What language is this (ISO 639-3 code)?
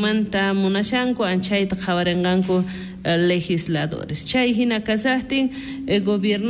quh